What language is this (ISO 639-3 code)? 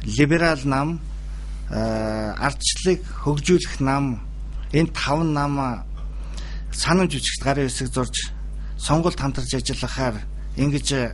mon